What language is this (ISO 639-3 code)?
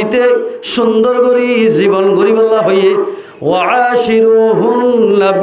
rhg